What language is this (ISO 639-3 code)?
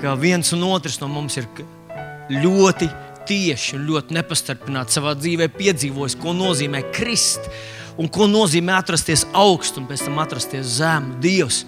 lav